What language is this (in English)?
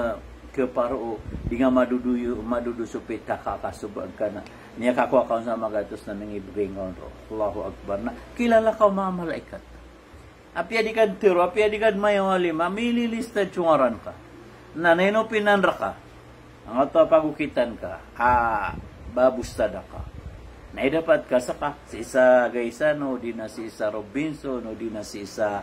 Maranao